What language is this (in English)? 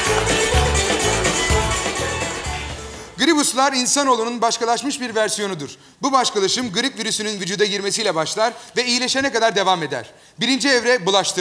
Turkish